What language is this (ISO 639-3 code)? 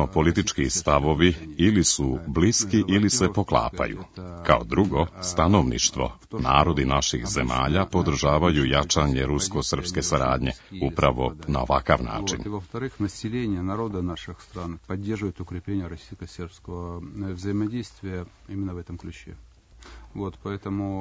srp